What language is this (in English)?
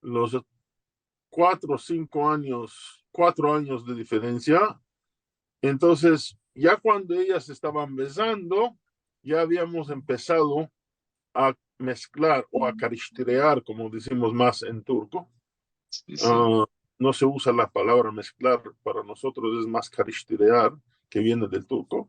Ladino